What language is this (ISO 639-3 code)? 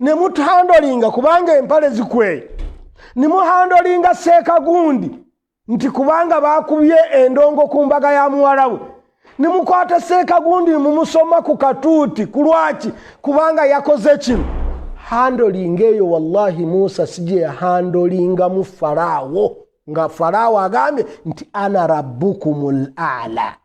lug